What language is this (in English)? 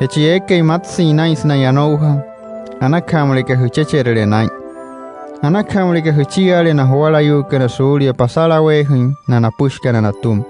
Wayuu